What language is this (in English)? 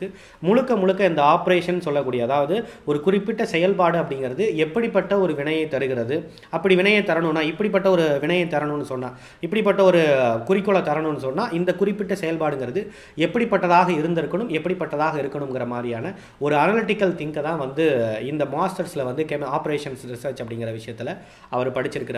Tamil